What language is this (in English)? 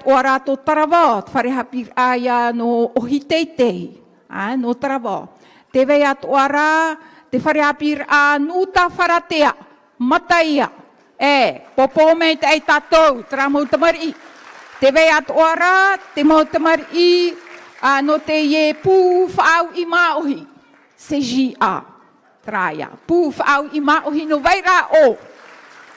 Tahitian